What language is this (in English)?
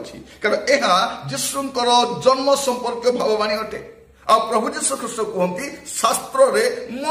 Odia